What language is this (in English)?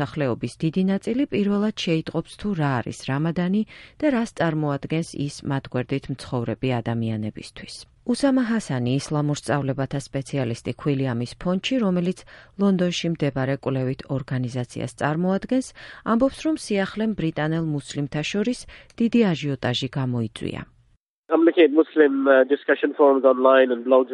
Georgian